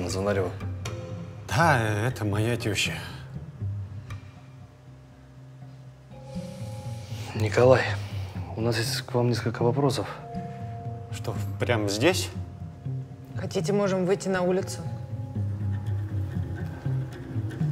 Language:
Russian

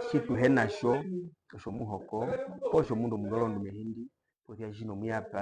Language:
Herero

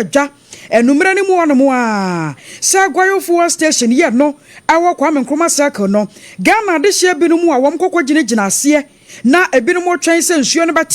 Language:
Akan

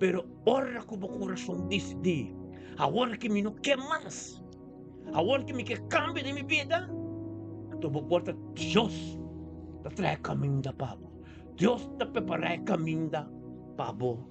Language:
Papiamento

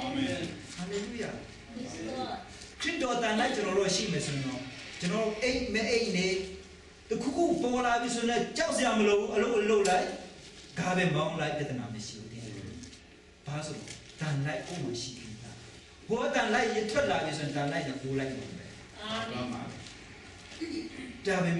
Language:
Burmese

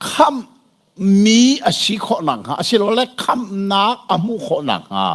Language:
Hakha Chin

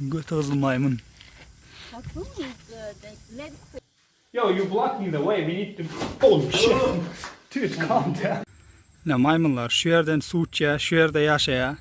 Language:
Turkmen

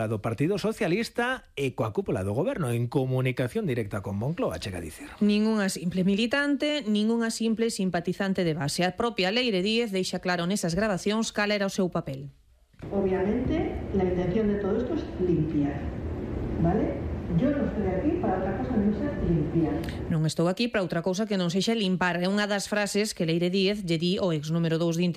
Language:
Galician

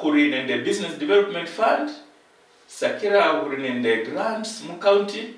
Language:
Luyia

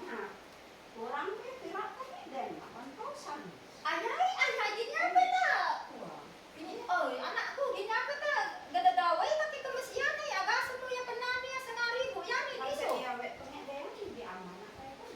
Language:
Isnag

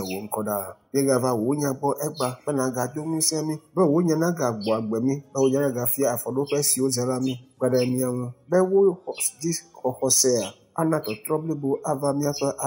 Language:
Ewe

